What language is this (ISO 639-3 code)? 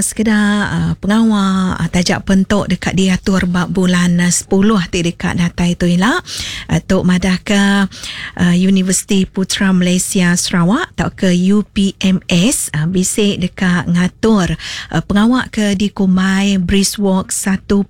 iba